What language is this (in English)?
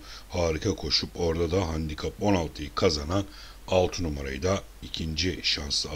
Turkish